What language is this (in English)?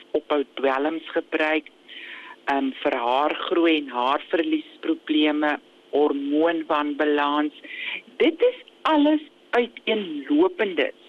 Afrikaans